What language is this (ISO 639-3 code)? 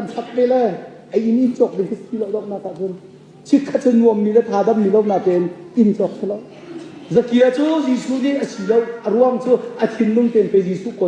cnh